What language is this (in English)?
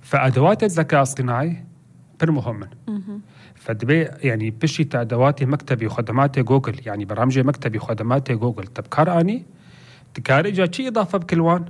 North Levantine Arabic